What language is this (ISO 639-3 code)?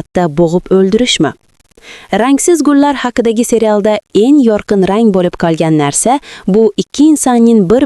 uzb